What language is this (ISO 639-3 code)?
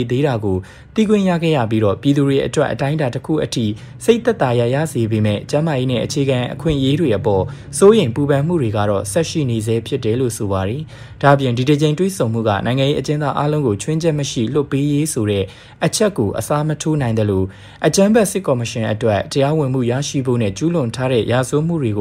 mya